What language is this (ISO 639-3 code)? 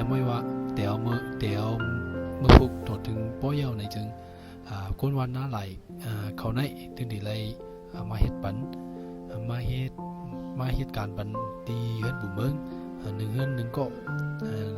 shn